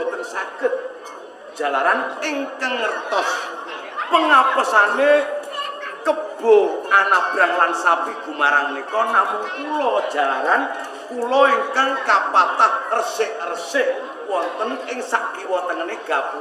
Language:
Javanese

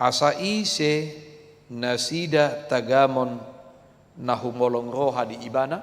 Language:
Batak Toba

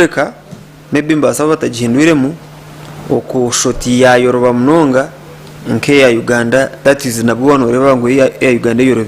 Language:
Nyankole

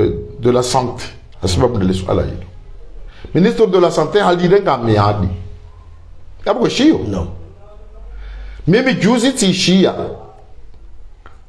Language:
Swahili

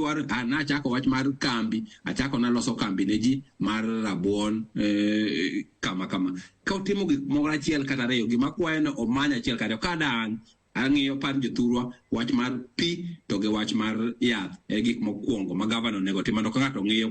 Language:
Luo (Kenya and Tanzania)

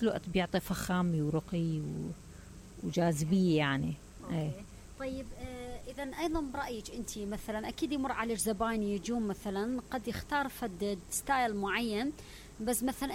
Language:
Mesopotamian Arabic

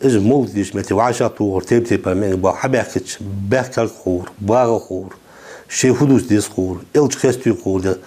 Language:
Ingush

